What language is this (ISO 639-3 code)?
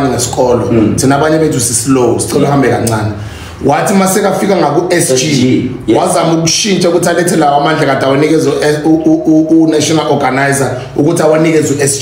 zul